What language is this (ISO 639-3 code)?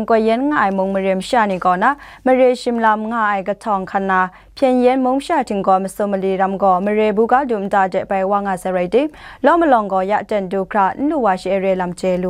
kac